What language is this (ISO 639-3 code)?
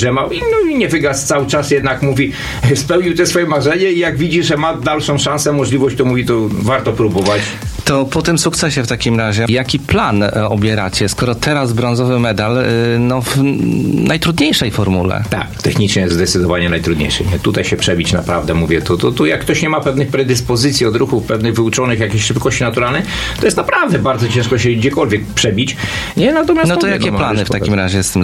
pol